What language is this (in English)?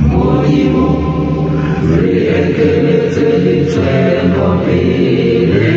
Southern Sotho